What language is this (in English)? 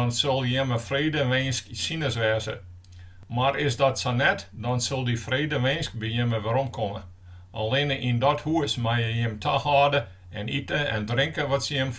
Western Frisian